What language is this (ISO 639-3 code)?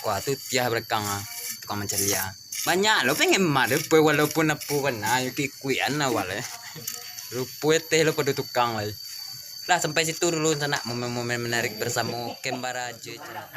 min